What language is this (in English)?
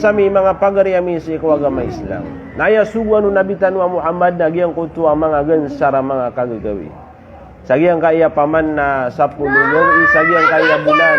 Maranao